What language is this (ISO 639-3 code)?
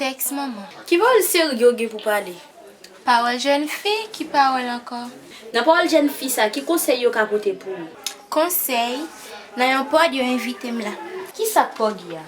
hat